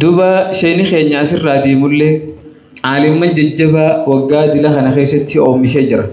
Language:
Oromo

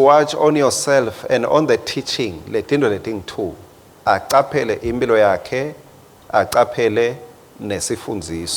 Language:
Swati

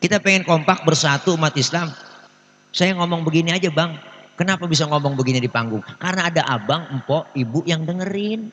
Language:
Betawi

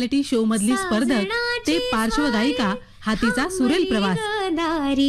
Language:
Marathi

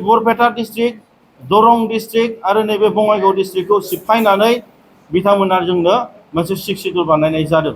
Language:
Bodo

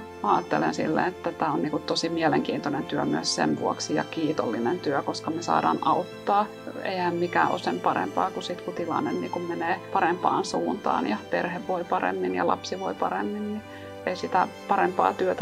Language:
Finnish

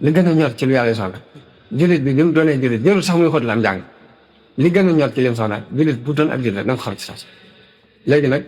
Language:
Wolof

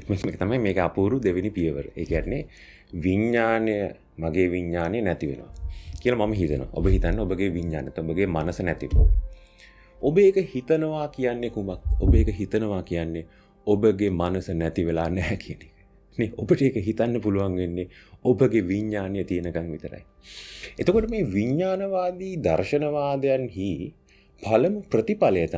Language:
Sinhala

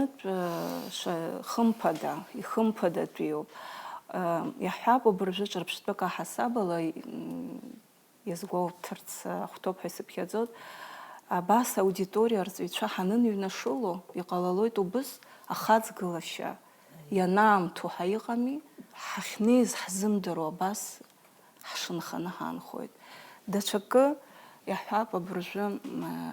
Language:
Abkhazian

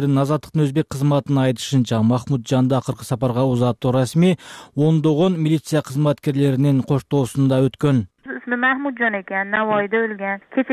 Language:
Kyrgyz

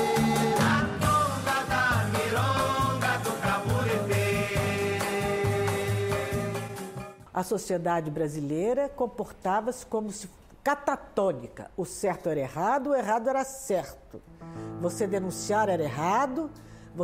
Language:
Portuguese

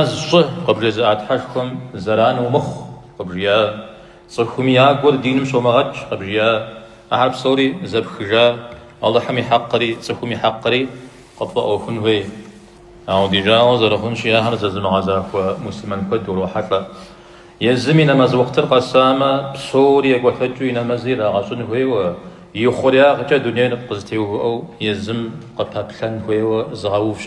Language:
Kabardian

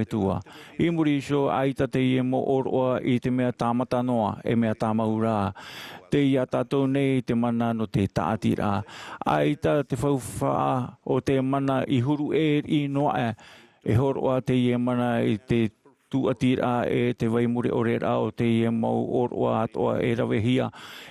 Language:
Tahitian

